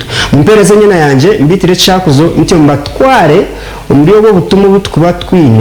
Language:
Nyankole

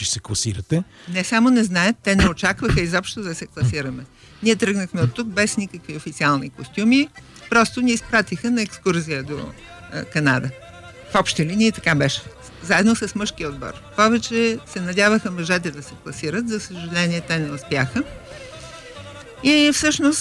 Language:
Bulgarian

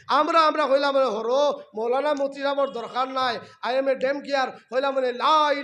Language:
Sylheti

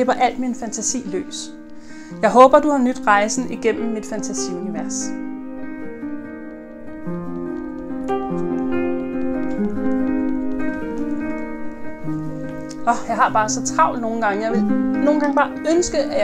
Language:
Danish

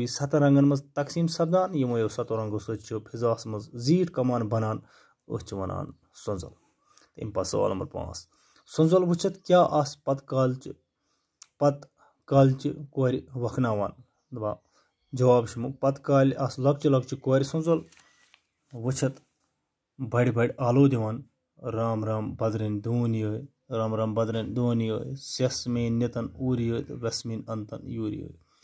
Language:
Kashmiri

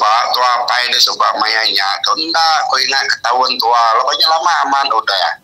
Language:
Iban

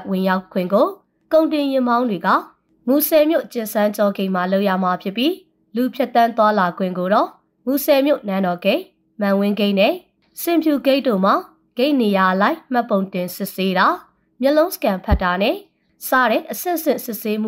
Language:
Burmese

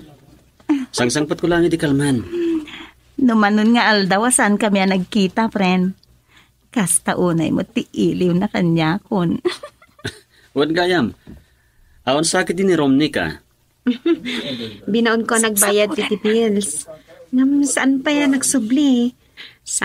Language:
Iloko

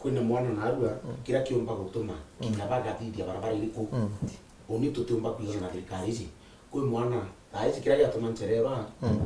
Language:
Meru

